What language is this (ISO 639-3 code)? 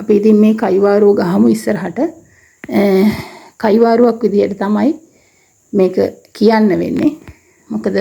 sin